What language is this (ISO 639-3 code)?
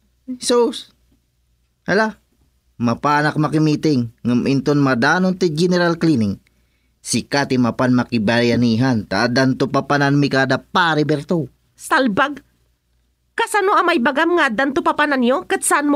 ilo